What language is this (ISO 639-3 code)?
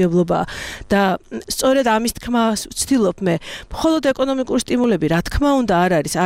kat